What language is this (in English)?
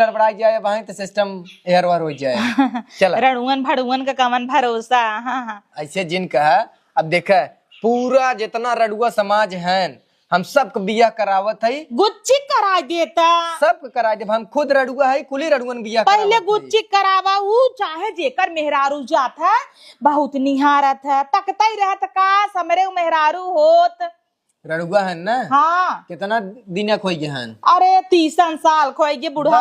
Awadhi